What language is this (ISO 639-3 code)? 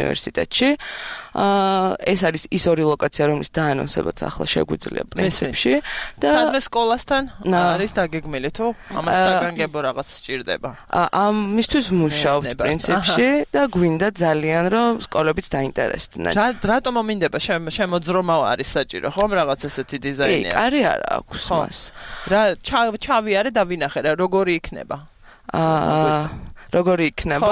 kat